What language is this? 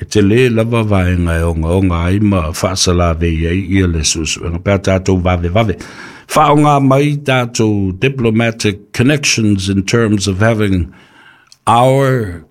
Samoan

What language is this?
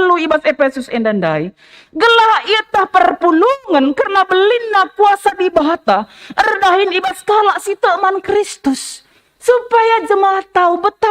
Batak Karo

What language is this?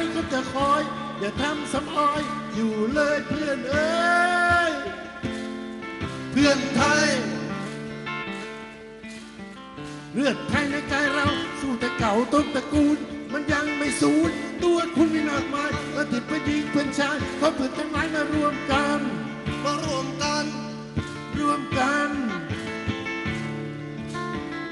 Thai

